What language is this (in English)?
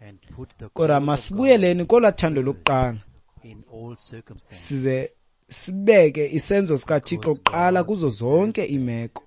Xhosa